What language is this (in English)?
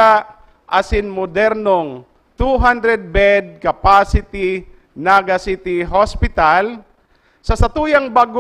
Bikol